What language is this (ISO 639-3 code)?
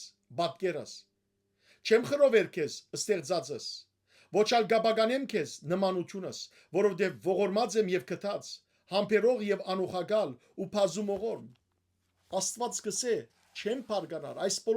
hyw